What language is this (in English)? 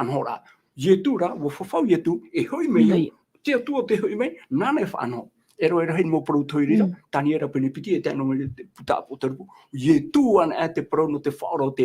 Tahitian